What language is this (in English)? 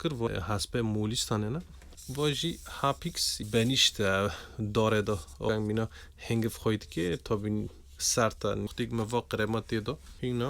Kurdish